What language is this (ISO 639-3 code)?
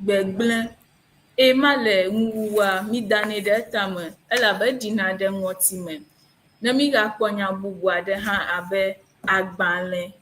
ewe